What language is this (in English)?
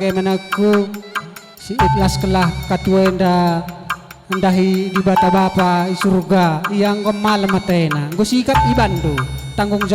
Batak Karo